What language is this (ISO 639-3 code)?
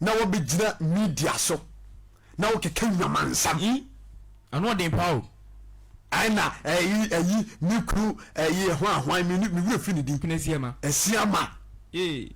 aka